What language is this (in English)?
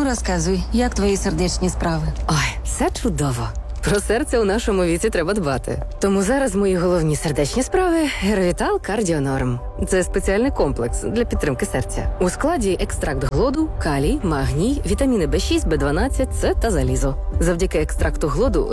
Ukrainian